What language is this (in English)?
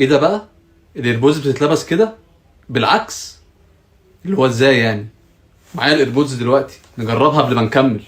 Egyptian Arabic